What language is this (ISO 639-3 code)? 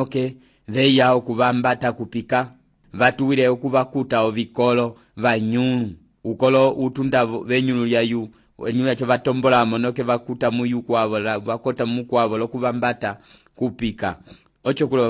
umb